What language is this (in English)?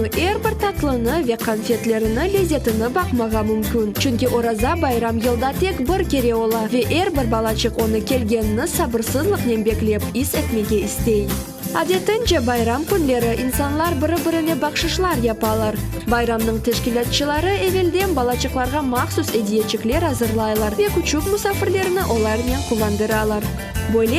Crimean Tatar